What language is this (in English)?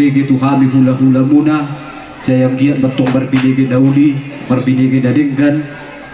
Batak Toba